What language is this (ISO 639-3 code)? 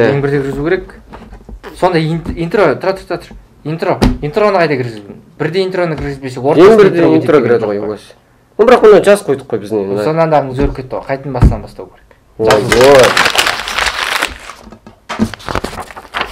kaz